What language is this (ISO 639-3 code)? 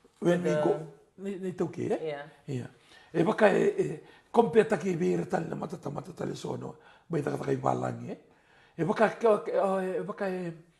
fij